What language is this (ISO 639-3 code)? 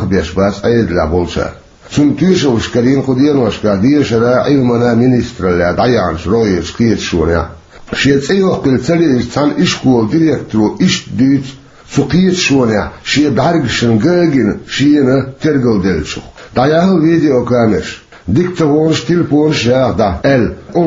che